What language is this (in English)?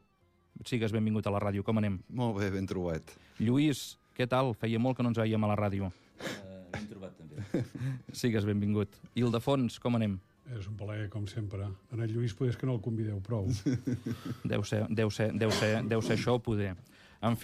Catalan